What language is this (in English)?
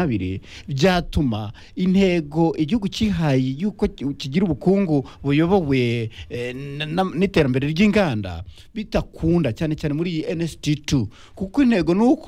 Kinyarwanda